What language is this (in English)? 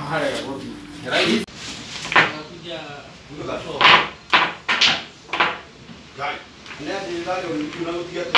Swahili